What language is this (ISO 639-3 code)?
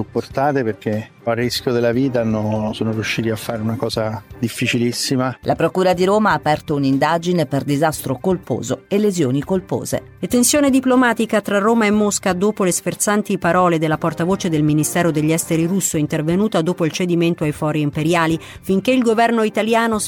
ita